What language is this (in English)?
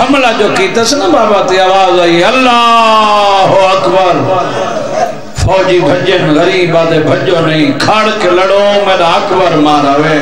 Saraiki